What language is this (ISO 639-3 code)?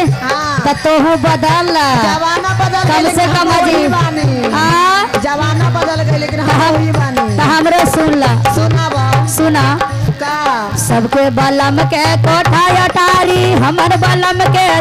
mag